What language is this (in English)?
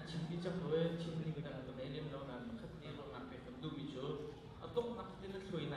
Hakha Chin